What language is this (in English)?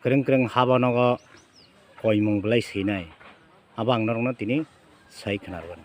Kok Borok